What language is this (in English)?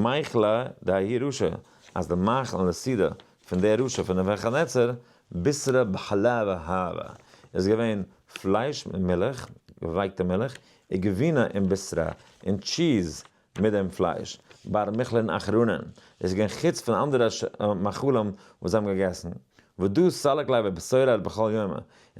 Yiddish